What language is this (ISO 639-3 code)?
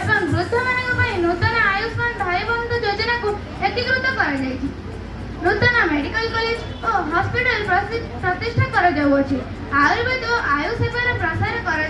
ori